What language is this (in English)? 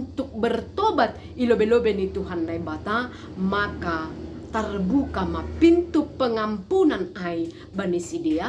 Batak Simalungun